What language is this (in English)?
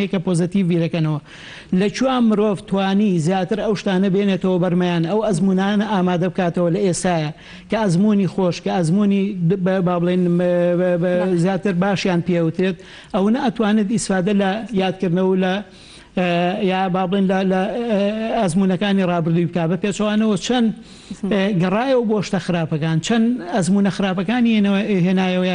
Central Kurdish